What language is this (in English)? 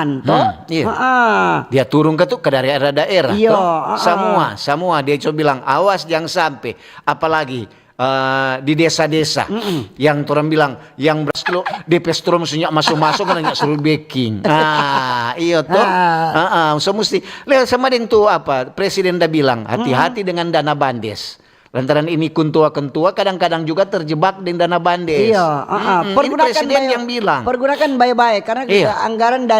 Manado Malay